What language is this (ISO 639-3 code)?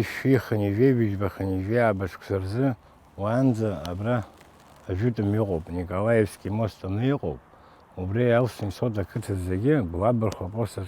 abk